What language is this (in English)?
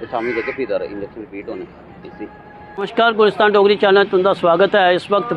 Dogri